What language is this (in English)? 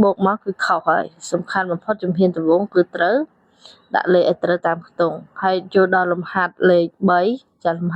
Khmer